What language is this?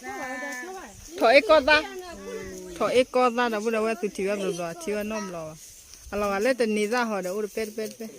S'gaw Karen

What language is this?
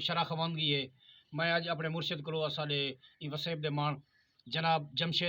Saraiki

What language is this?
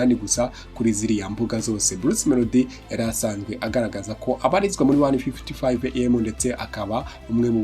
Kinyarwanda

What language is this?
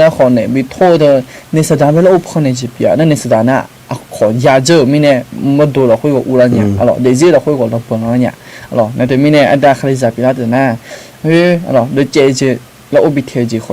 Akha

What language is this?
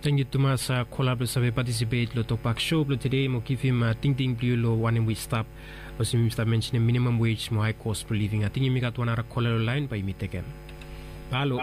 Bislama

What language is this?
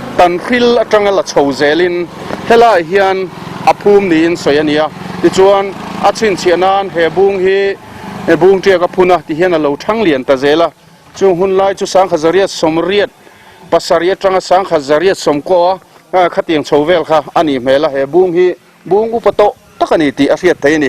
Mizo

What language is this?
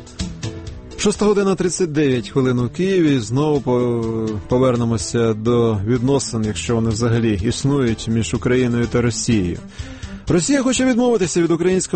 Ukrainian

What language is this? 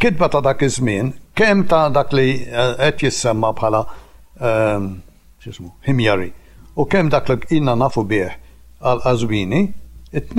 Maltese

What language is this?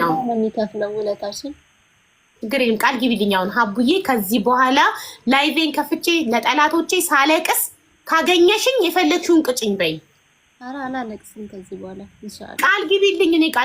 Amharic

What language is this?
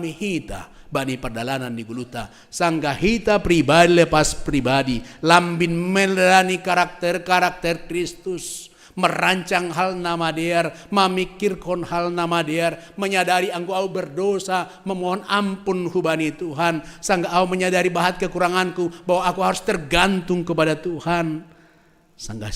Batak Simalungun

